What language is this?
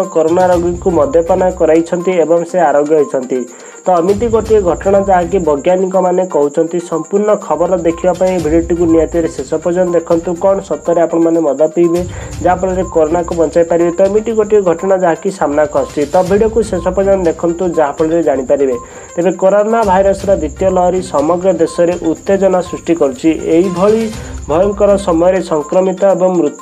Odia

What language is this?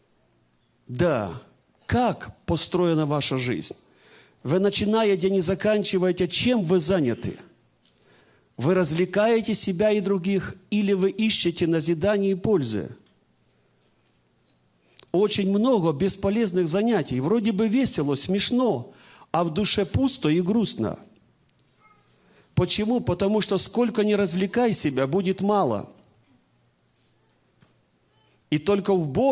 Russian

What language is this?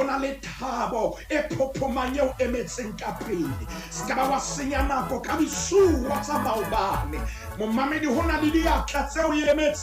Southern Sotho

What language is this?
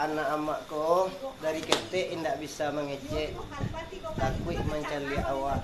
Minangkabau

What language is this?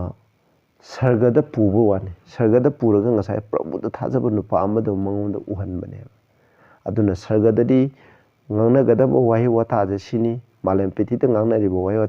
Manipuri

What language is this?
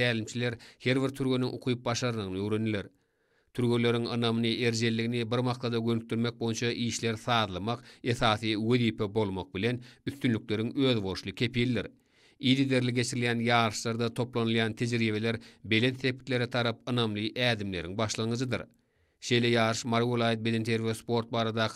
Turkmen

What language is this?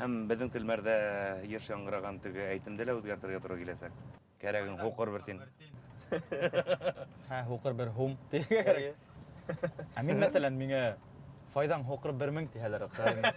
Bashkir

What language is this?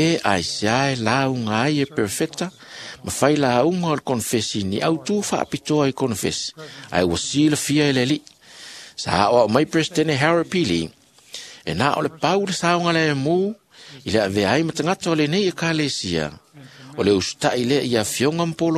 Samoan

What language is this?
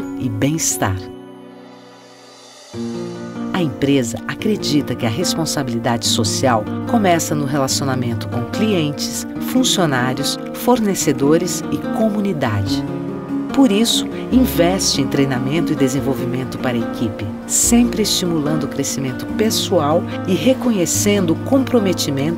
Portuguese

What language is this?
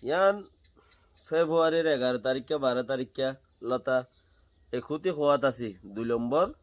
Rohingya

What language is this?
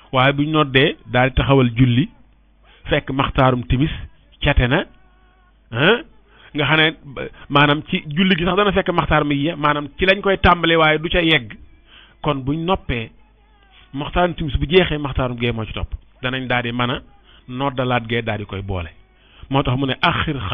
Wolof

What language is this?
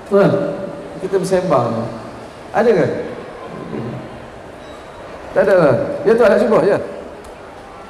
Malay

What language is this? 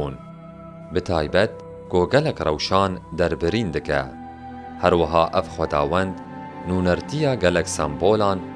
Kurdish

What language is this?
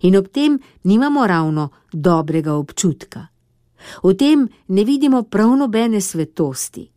Slovenian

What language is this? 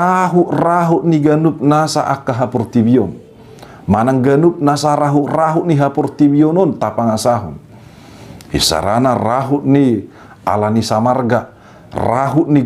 Batak Toba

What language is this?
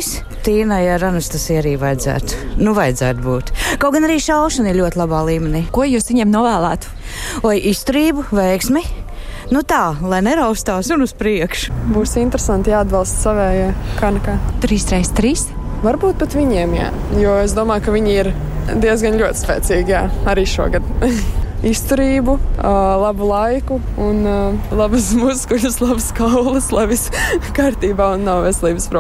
Latvian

